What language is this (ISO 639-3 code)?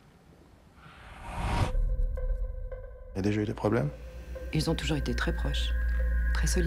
fra